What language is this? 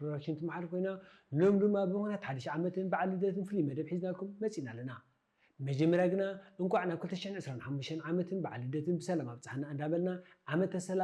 Tigrinya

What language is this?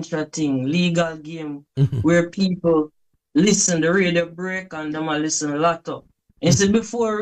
Jamaican Creole English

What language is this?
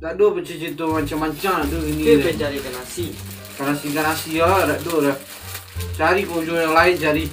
Minangkabau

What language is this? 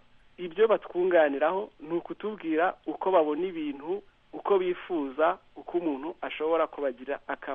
Kinyarwanda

